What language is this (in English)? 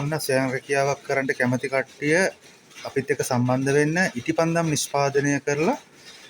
Sinhala